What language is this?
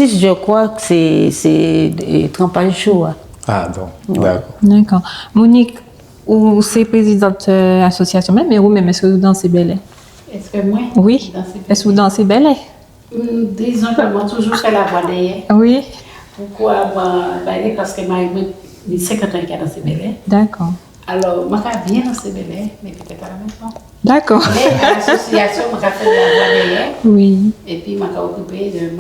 Guadeloupean Creole French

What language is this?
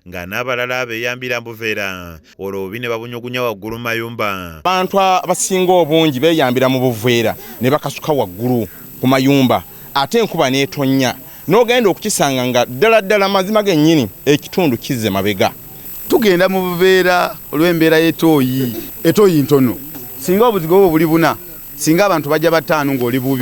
Ganda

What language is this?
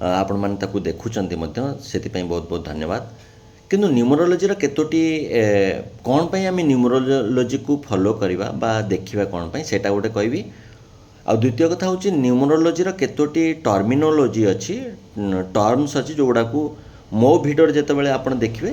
Odia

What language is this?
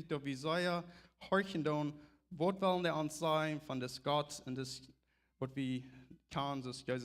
Plautdietsch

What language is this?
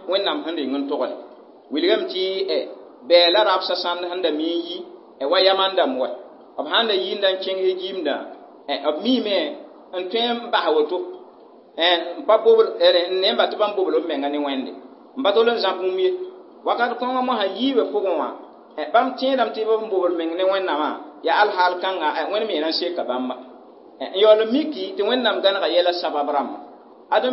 Mossi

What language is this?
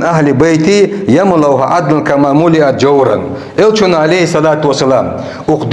Ingush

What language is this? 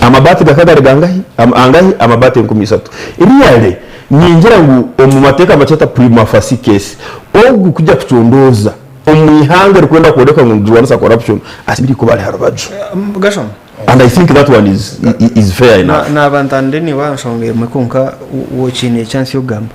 Nyankole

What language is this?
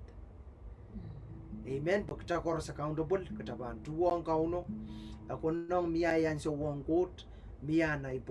Pohnpeian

